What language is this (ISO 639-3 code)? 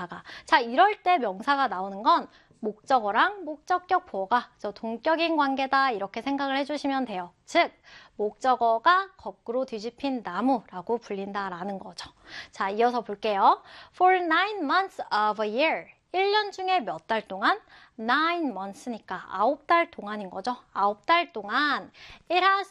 kor